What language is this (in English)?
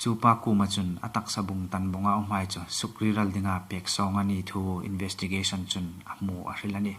Hmar